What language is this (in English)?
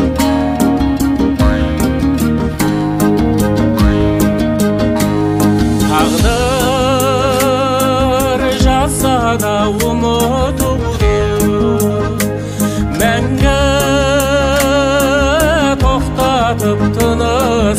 Kazakh